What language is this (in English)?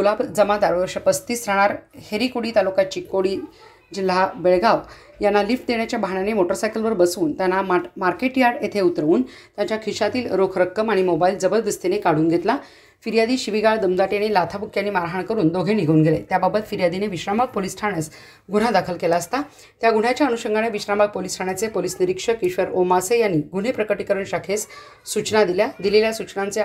Marathi